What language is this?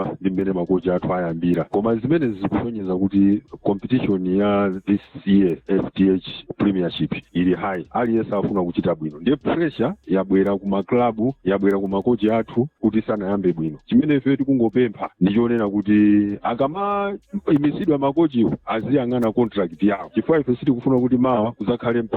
Nyanja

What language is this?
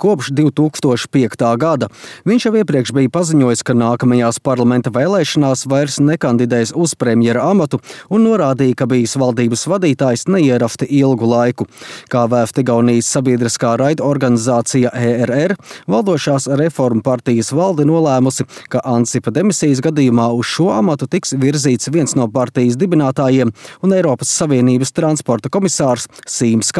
Latvian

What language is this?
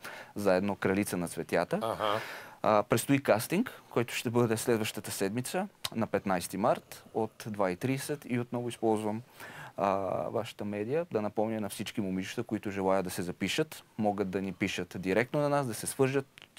Bulgarian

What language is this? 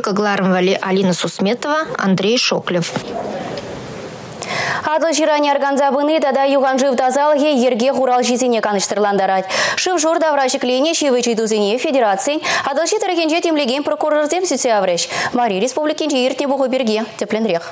Chuvash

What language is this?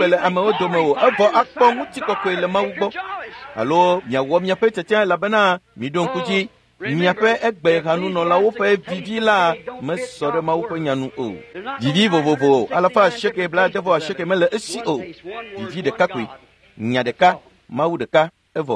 Ewe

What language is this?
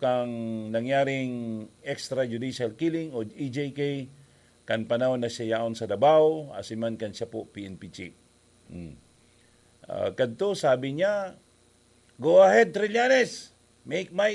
Bikol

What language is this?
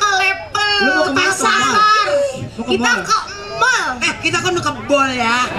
Betawi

